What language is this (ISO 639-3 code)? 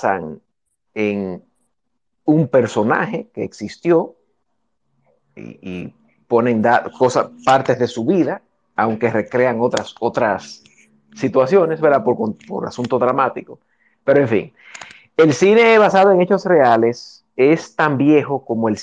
spa